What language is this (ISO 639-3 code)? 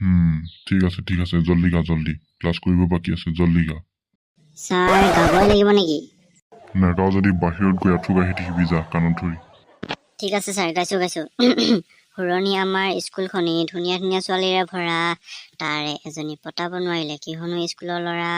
asm